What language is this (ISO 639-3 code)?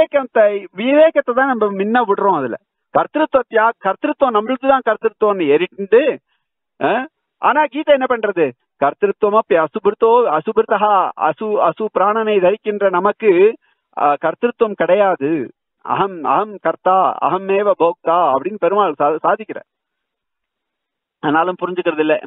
tam